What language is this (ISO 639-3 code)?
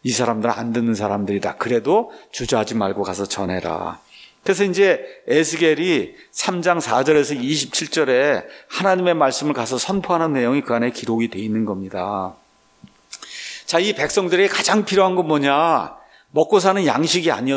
kor